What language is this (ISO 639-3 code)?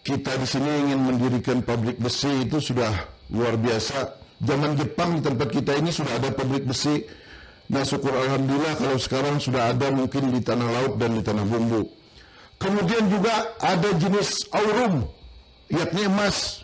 bjn